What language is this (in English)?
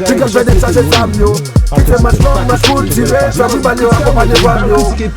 Haitian Creole